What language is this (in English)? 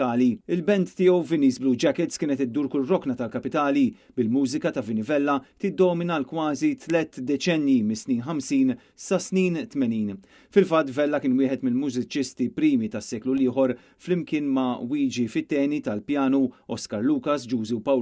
Maltese